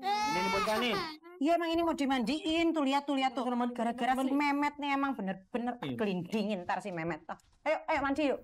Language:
Betawi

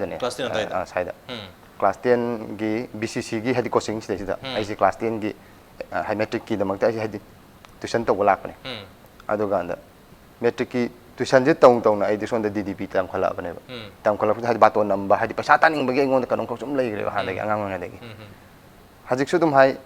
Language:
Manipuri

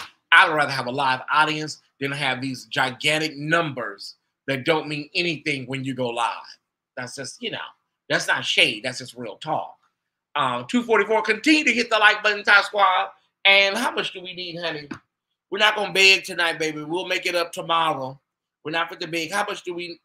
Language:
English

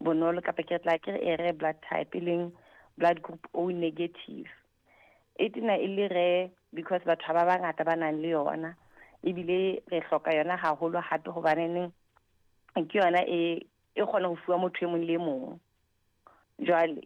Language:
Southern Sotho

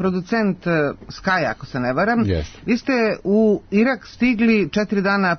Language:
Serbian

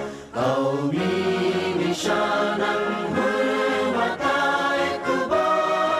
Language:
Divehi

